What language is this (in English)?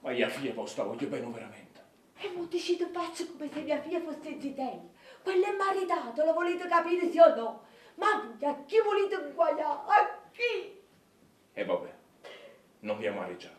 Neapolitan